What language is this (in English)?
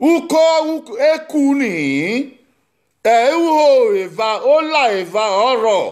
Bini